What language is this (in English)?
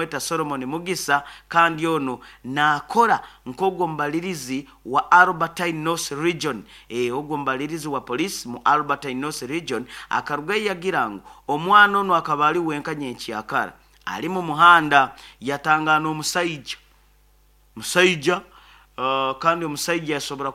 Nyoro